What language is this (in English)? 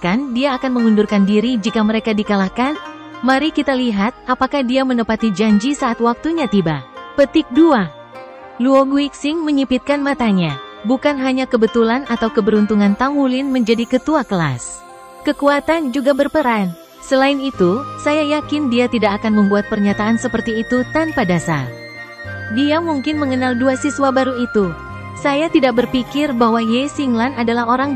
Indonesian